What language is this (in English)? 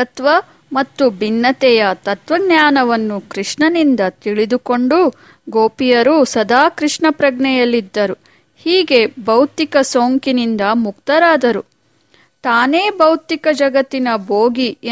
Kannada